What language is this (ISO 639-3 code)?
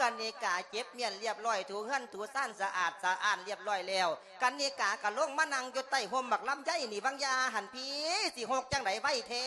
lao